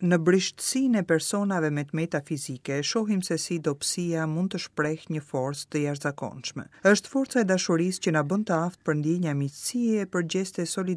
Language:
Albanian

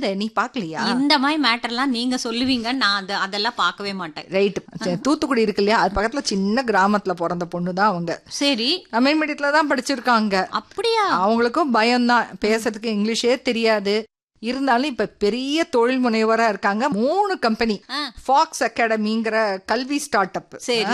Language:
Tamil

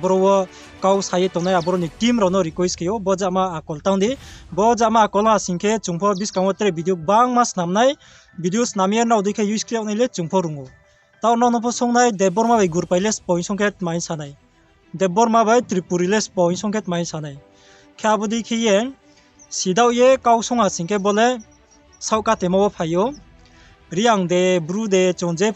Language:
Riang (India)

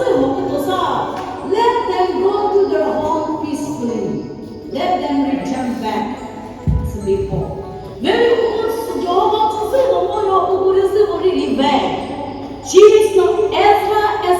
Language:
Chokri Naga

